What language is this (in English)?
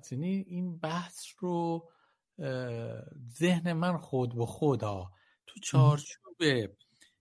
Persian